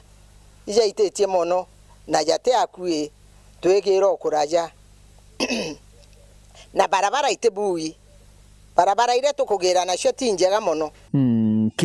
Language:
Meru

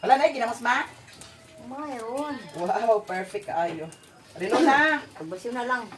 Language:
Cebuano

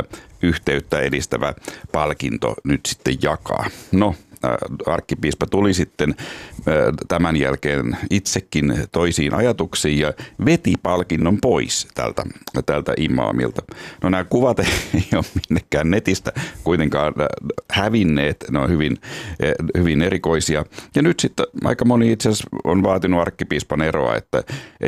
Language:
Finnish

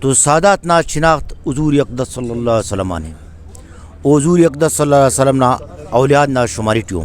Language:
Brahui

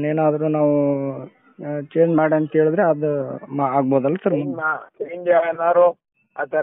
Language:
Kannada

